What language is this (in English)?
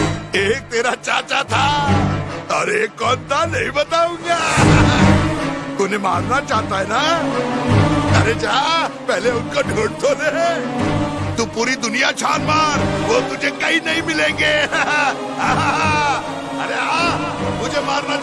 Hindi